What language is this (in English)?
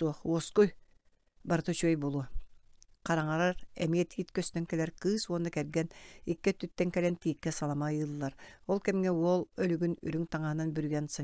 Yakut